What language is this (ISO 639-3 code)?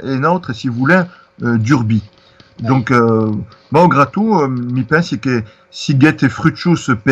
oci